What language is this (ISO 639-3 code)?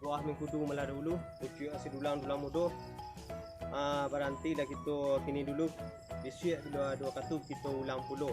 min